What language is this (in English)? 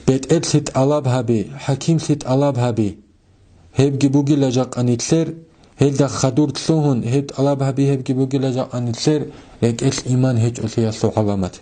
Avaric